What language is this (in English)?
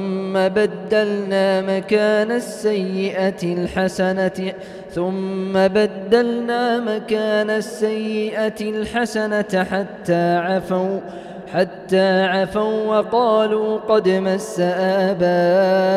Arabic